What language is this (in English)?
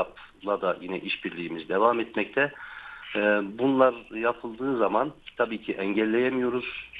Turkish